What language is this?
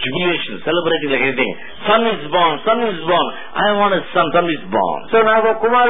Telugu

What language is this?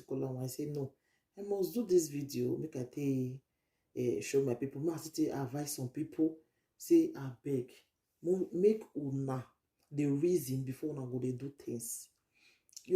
Nigerian Pidgin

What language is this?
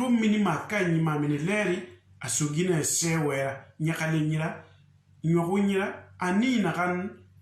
Susu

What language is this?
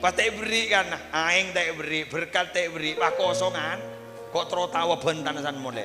Madurese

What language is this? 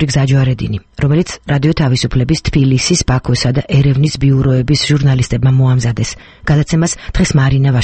Georgian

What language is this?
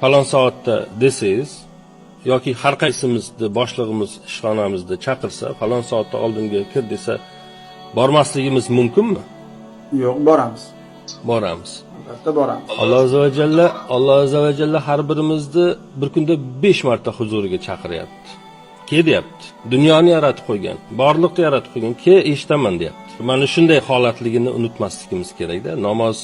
Uzbek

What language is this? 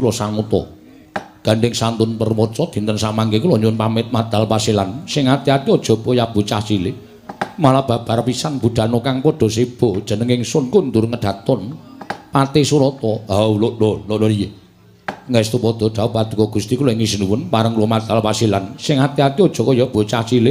Javanese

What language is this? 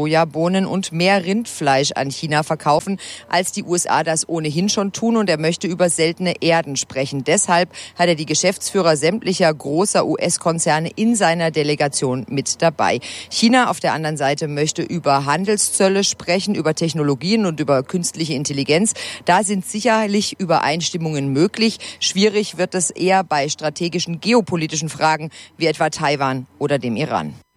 German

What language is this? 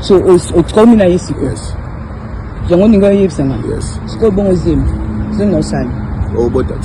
Lingala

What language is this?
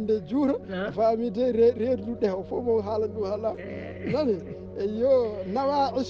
Fula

